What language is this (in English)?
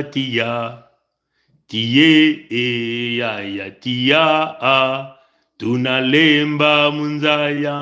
Kituba (Congo)